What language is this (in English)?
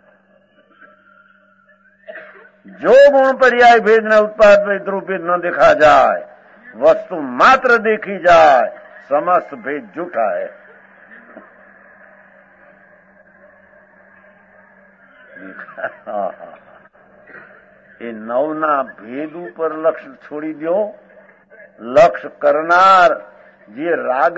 Gujarati